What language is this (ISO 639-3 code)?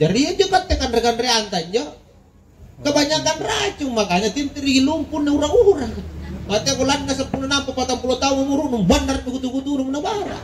mak